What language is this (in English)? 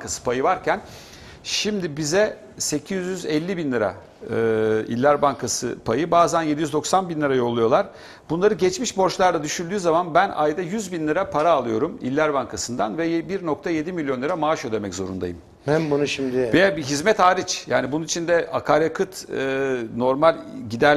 Turkish